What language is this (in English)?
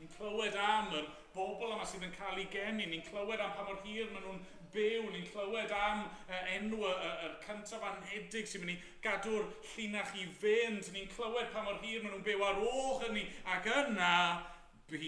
Welsh